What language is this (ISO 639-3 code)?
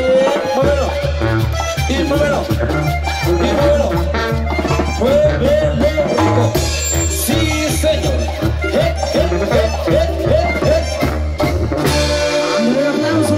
spa